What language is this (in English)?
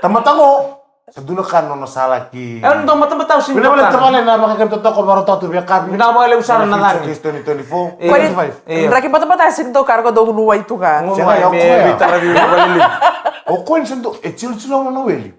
Fijian